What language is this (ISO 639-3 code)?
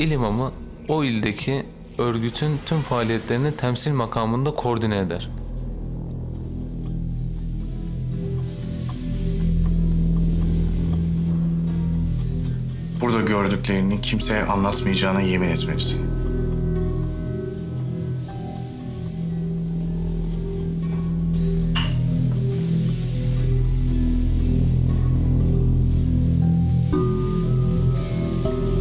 tur